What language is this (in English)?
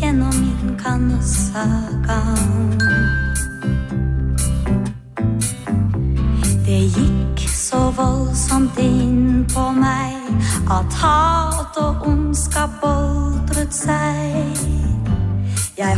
Norwegian